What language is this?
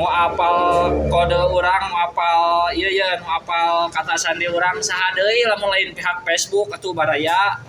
Sundanese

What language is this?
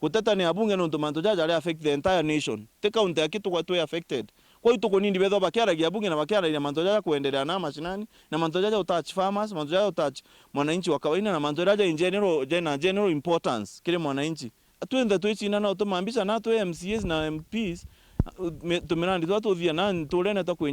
Meru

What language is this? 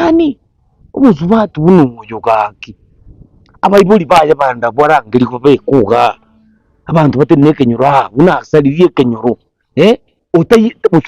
Gusii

